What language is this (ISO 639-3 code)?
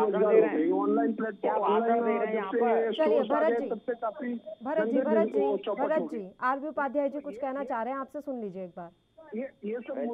hin